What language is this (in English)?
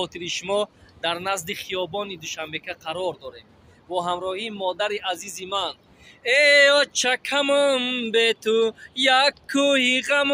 Tajik